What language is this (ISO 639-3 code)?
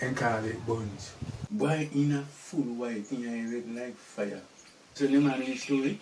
jam